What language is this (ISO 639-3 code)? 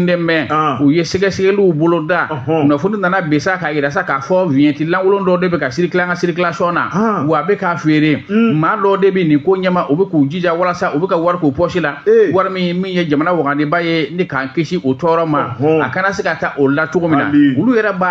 bam